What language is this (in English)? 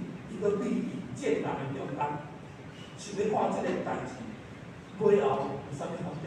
Min Nan Chinese